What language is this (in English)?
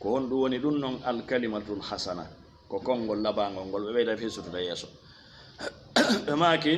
Fula